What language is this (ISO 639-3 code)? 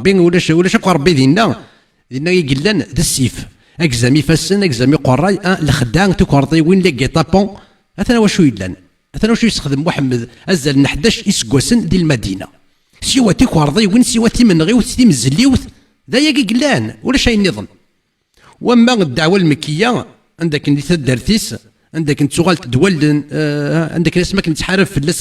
kab